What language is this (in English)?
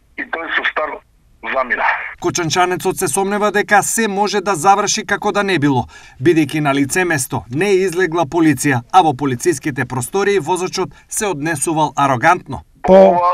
Macedonian